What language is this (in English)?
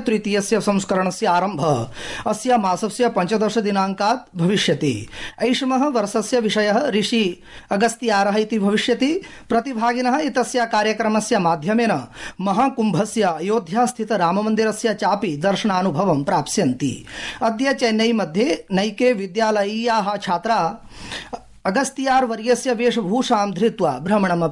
Sanskrit